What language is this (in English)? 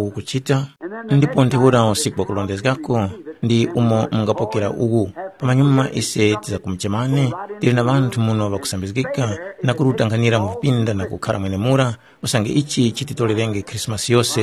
Tumbuka